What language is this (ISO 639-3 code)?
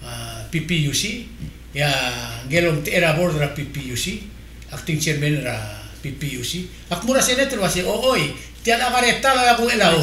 pau